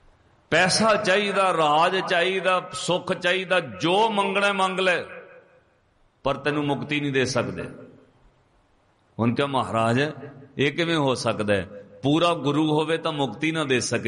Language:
Punjabi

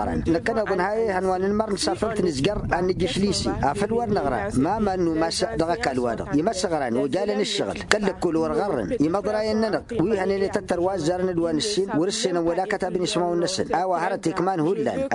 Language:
Tamasheq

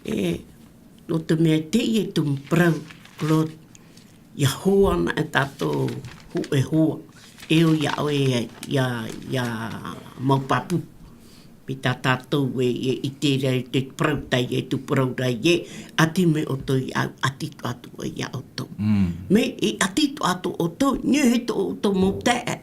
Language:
Tahitian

